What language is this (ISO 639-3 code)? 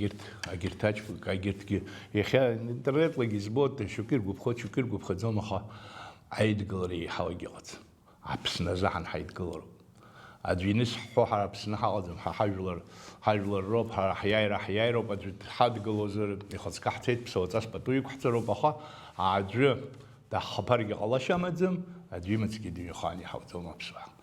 abk